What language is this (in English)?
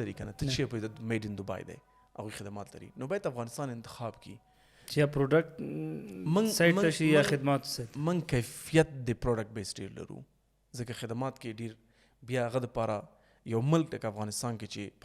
Pashto